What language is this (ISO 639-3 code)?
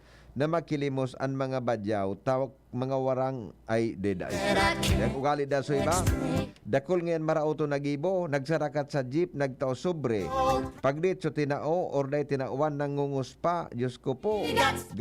bik